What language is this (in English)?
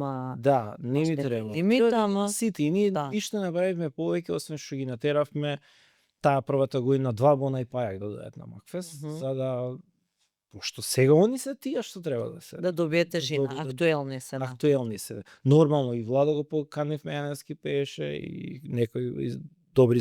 Macedonian